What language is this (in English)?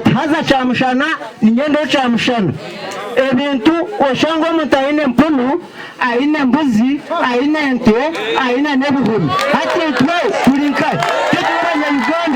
Nyankole